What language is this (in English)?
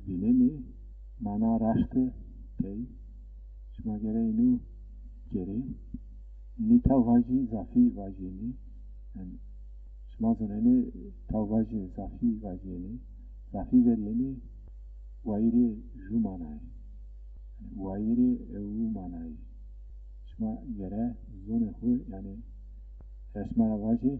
Zaza